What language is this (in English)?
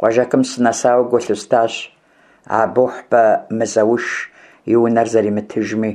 Kabardian